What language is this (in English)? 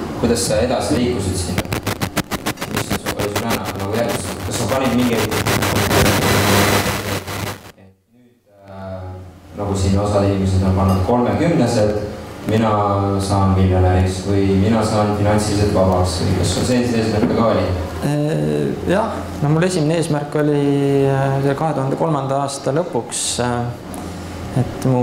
Estonian